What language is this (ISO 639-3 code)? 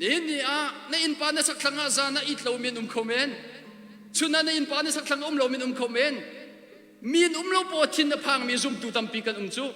cnh